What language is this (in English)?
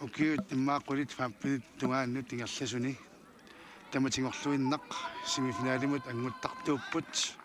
Kalaallisut